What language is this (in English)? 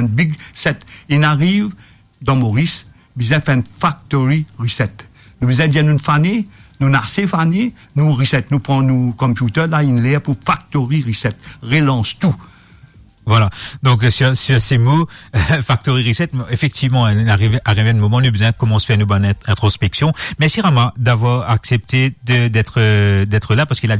Morisyen